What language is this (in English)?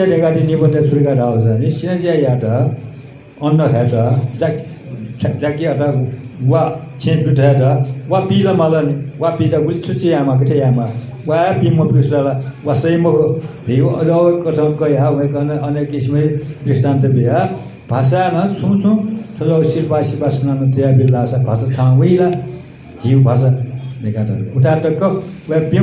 Newari